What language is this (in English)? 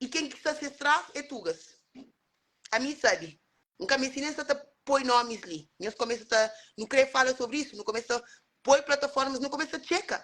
Kabuverdianu